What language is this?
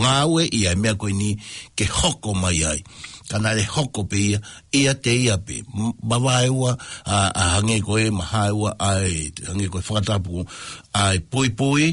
Tongan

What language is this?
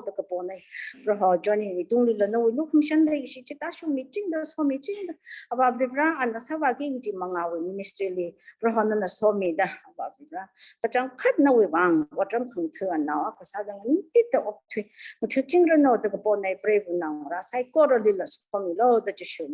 Tangkhul Naga (India)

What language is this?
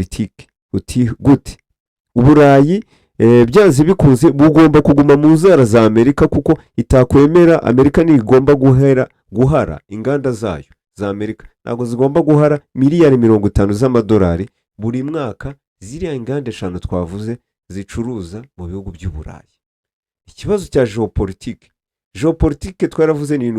Kinyarwanda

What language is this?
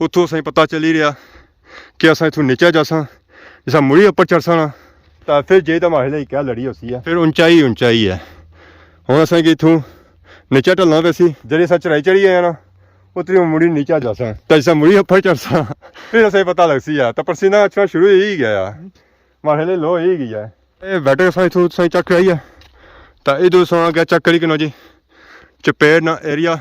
Pahari-Potwari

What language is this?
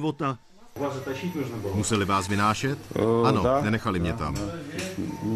Czech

